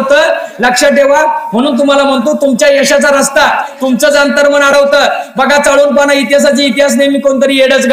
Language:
Marathi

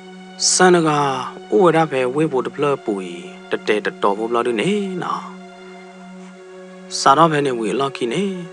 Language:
S'gaw Karen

